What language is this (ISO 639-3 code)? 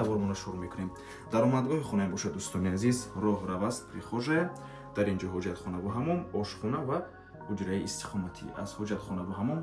tgk